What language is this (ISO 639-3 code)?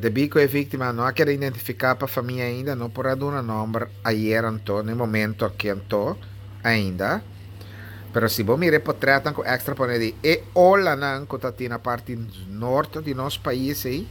pap